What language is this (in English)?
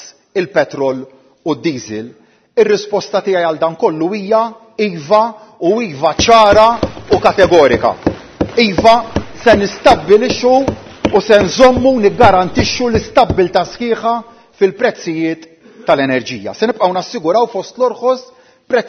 Maltese